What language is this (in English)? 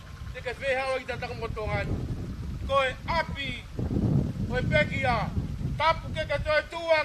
Tongan